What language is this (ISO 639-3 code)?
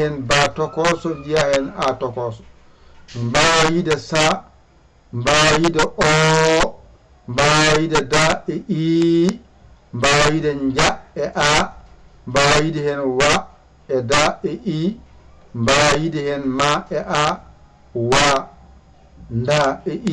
ful